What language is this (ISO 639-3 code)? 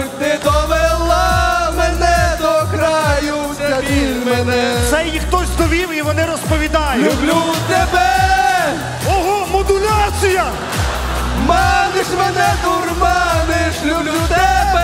ukr